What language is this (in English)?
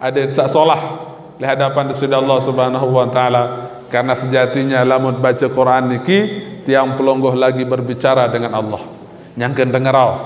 Sasak